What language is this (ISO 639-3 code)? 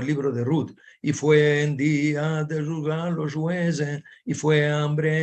lad